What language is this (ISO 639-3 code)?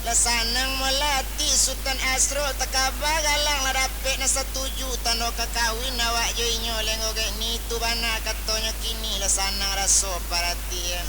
min